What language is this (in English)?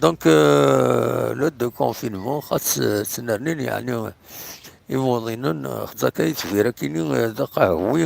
Kabyle